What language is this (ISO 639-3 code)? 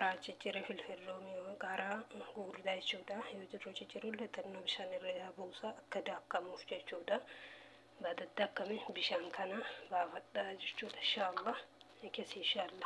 orm